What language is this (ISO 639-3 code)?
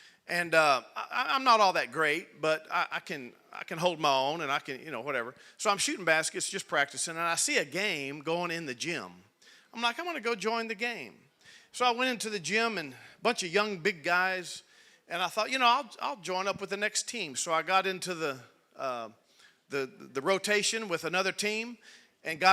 eng